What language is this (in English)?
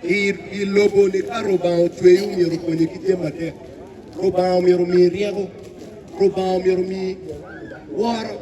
Acoli